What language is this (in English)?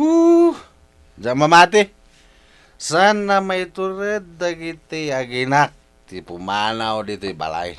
Iloko